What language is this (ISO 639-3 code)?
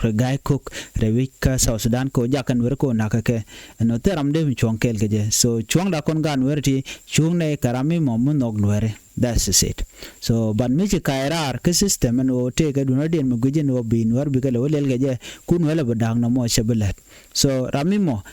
nus